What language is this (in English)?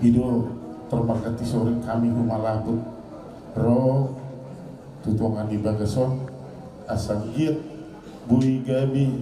Batak Toba